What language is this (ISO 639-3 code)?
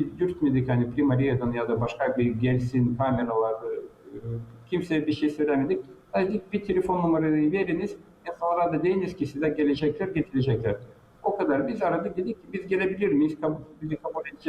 gag